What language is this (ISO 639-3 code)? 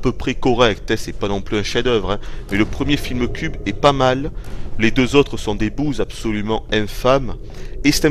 fra